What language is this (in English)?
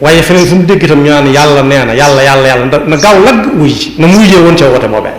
Wolof